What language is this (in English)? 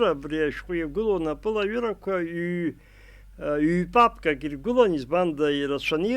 Abkhazian